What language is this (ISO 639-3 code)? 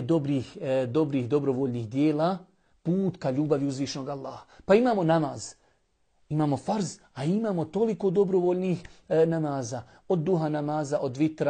bos